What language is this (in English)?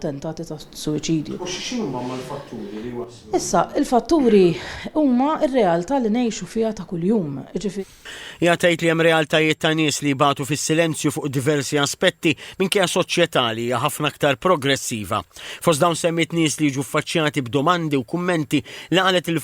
Maltese